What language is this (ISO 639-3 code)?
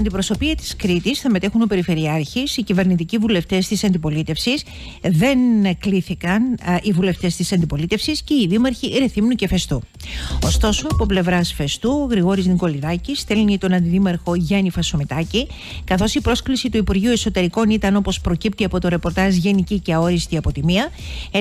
ell